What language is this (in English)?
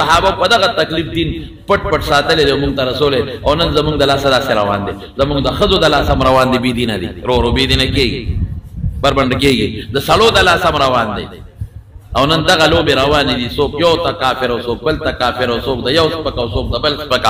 Pashto